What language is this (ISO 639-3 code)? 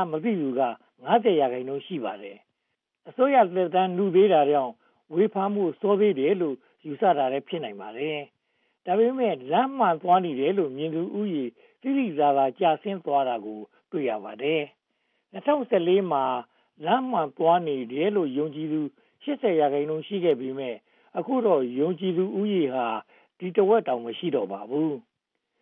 mya